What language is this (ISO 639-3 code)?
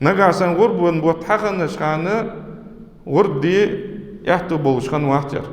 inh